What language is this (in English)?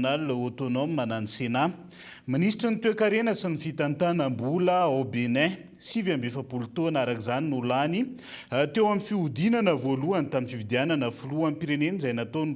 Malagasy